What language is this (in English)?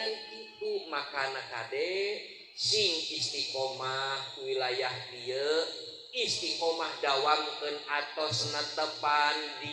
Sundanese